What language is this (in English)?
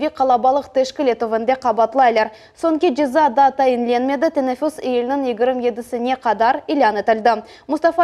Crimean Tatar